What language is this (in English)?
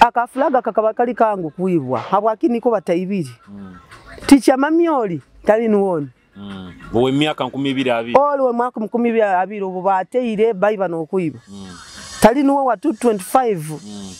Nyoro